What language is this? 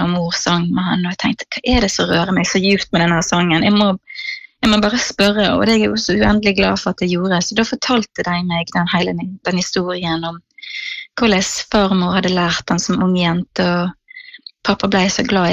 Norwegian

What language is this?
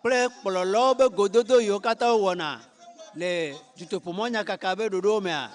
Ewe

